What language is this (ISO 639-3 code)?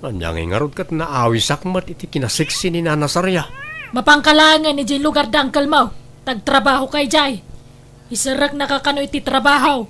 ilo